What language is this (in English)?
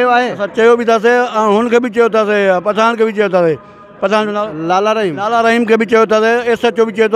Sindhi